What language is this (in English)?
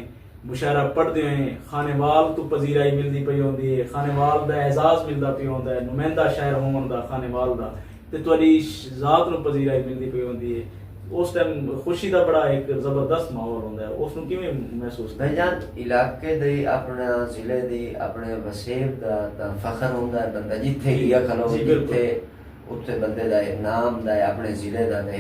Saraiki